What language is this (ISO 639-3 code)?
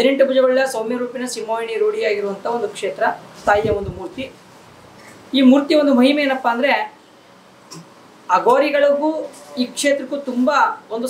kan